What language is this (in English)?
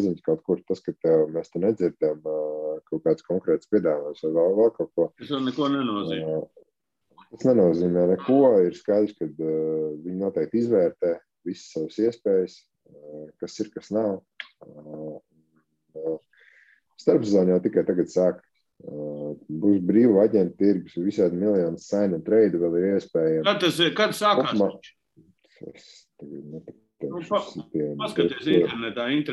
Latvian